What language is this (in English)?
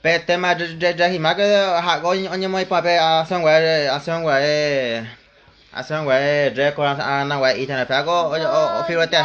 Guarani